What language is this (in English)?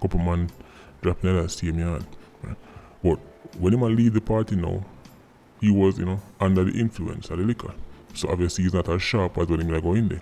Jamaican Creole English